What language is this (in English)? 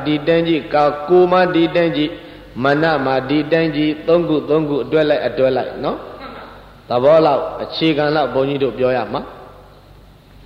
Burmese